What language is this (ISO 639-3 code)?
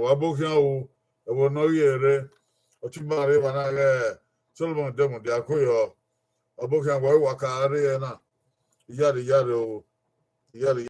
bin